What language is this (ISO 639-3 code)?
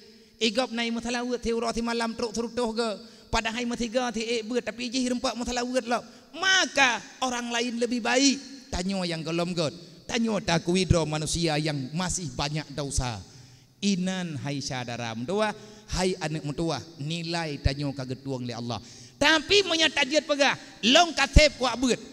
ace